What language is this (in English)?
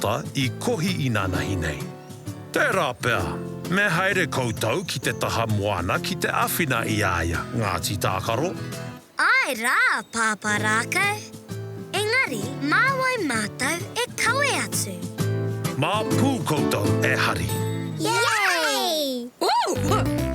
Māori